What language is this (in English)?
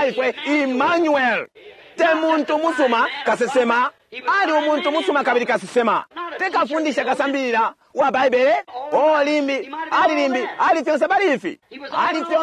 Bemba